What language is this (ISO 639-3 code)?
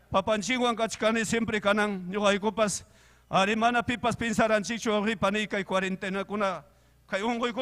quy